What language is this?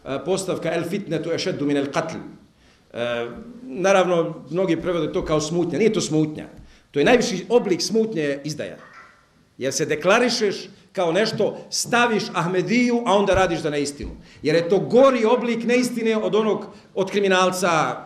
Bosnian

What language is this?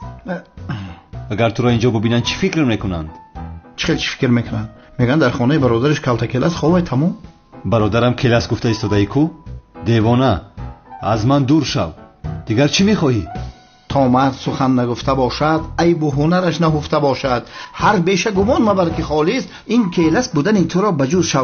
Tajik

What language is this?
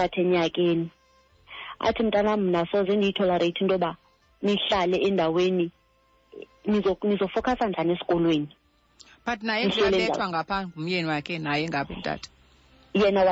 Xhosa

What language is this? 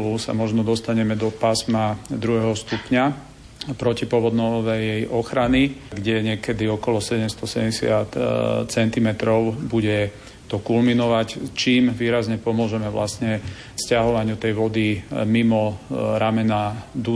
Slovak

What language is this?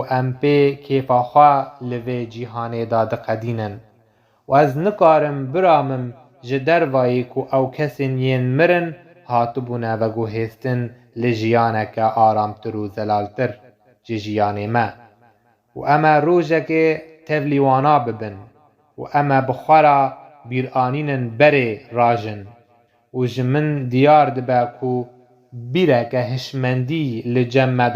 Kurdish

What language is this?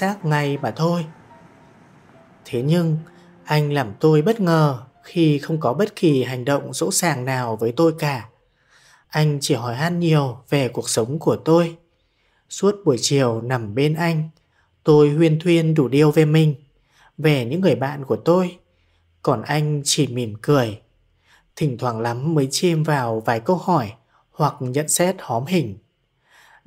Vietnamese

